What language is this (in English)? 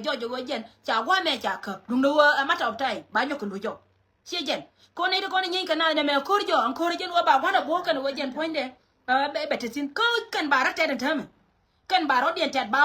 Nuer